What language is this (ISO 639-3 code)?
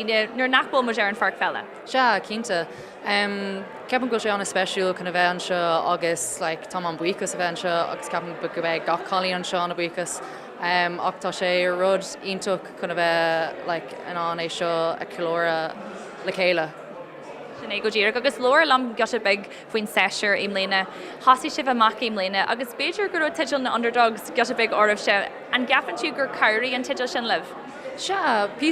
gle